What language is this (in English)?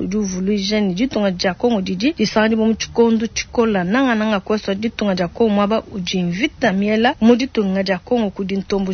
Luba-Lulua